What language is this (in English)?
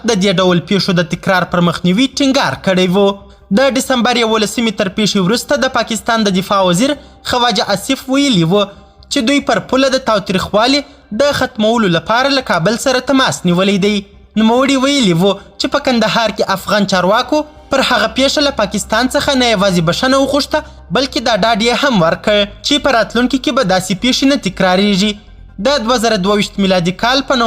Pashto